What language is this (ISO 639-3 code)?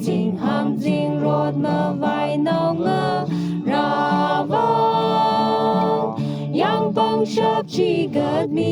nmf